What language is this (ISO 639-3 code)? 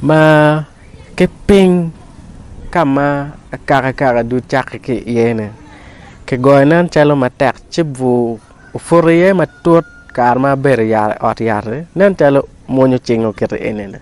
ach